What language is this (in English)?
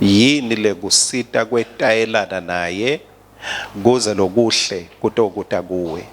Swati